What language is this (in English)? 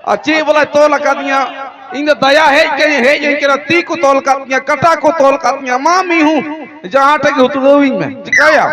Santali